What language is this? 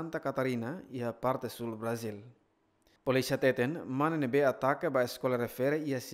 Tetum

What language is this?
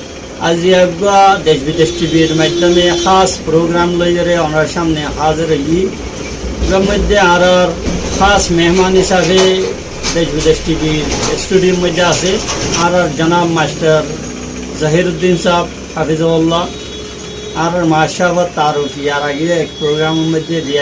Rohingya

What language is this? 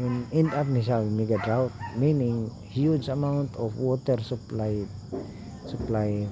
Cebuano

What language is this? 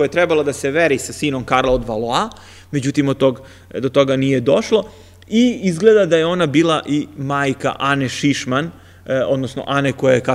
Serbian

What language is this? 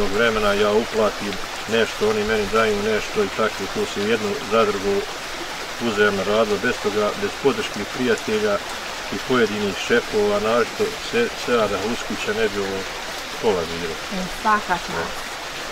Bosnian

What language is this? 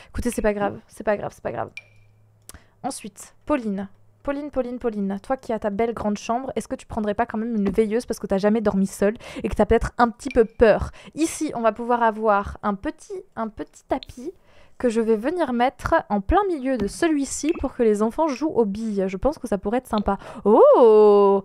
French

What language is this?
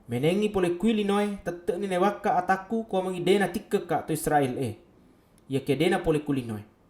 Buginese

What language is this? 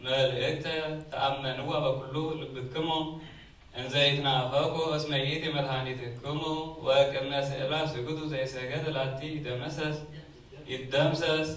Geez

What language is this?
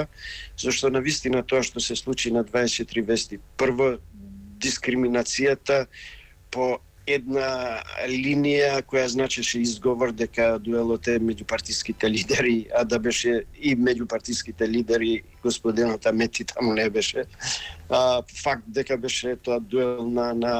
Macedonian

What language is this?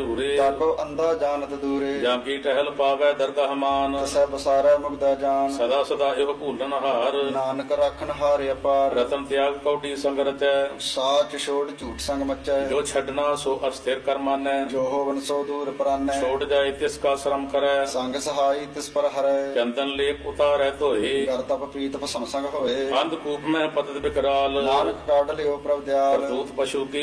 Punjabi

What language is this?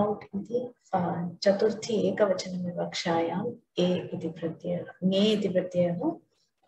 Sanskrit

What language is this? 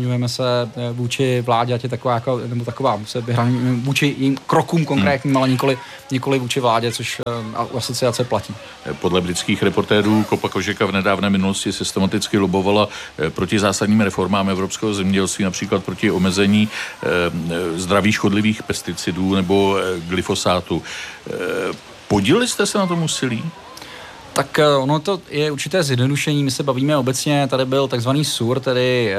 Czech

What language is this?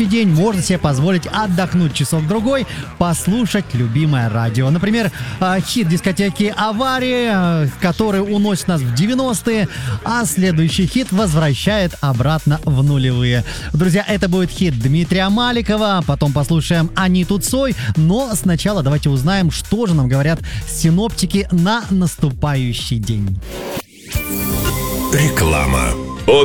Russian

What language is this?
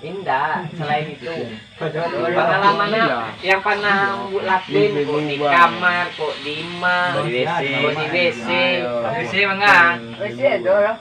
Minangkabau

